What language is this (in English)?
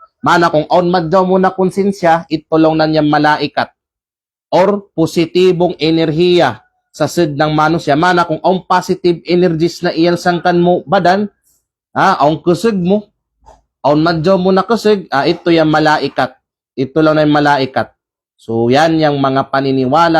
Kalagan